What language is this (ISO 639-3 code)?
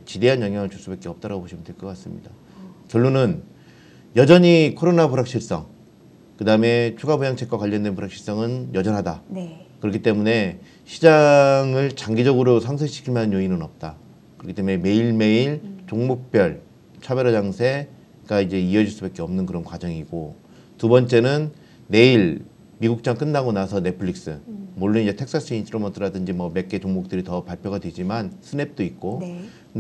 kor